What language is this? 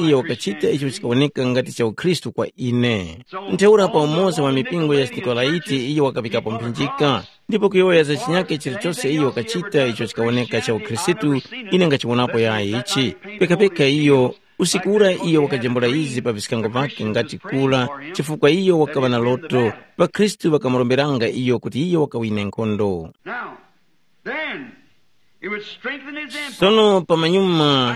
Tumbuka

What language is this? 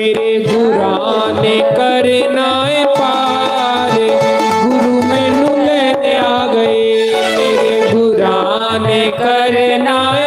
Dogri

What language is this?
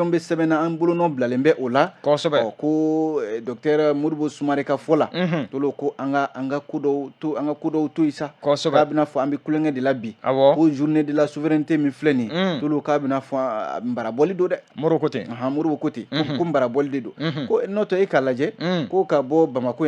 Bambara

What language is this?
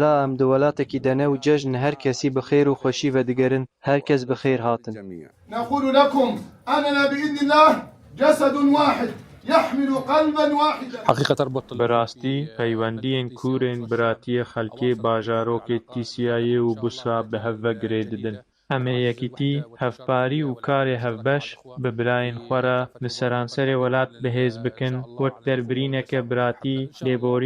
Kurdish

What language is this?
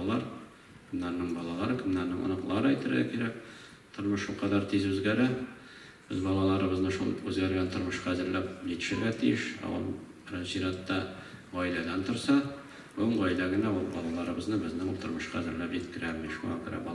Tatar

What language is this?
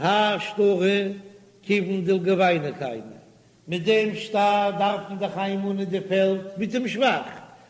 Yiddish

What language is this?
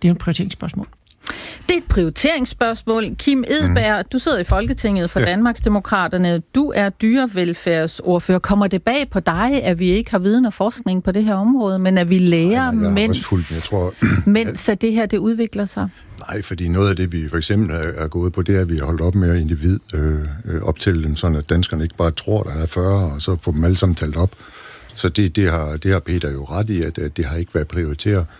Danish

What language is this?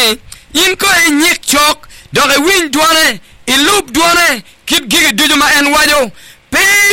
Acoli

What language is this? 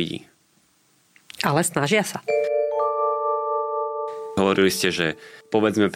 Slovak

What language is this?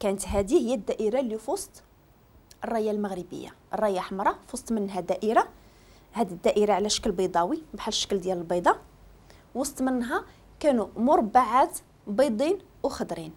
Moroccan Arabic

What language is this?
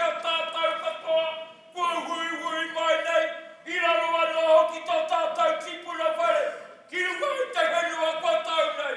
Māori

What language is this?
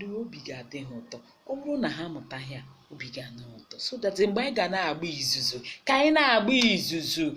Igbo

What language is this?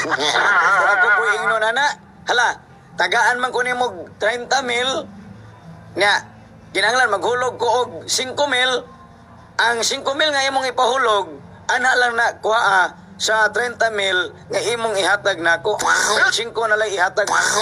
Cebuano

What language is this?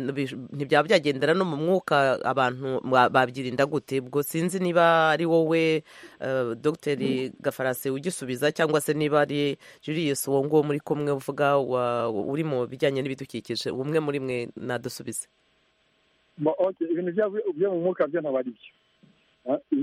Kinyarwanda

